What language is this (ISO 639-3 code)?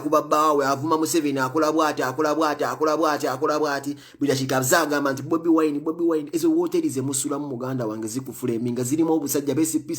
lug